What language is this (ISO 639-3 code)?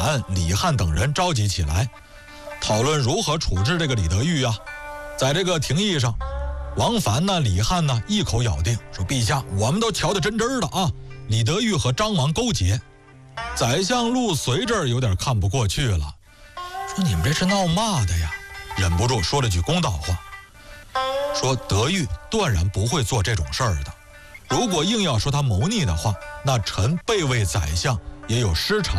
zho